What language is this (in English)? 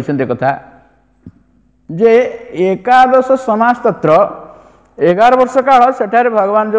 Odia